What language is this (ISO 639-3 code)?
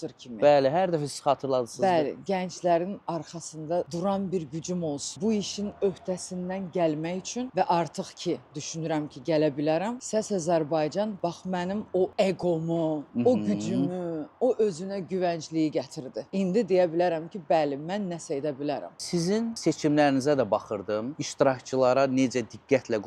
aze